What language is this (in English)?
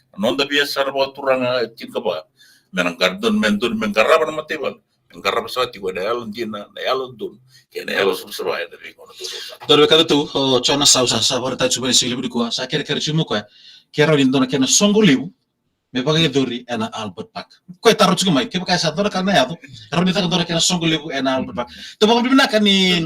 Fijian